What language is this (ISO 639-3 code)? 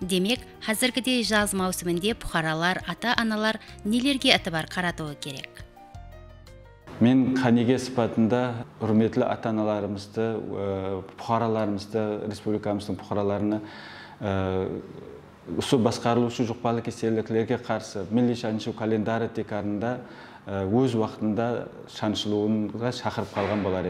kaa